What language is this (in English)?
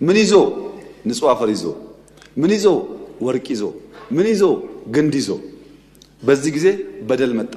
Amharic